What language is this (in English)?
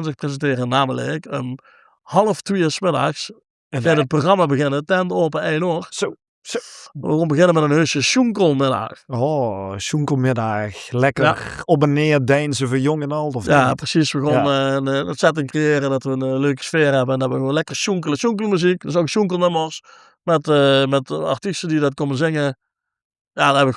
Limburgish